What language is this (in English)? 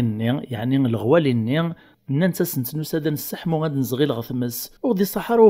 Kabyle